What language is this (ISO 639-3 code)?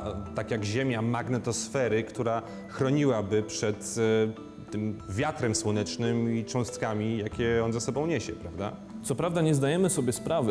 pol